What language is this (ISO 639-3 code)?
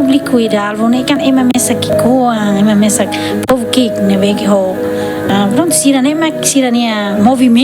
tet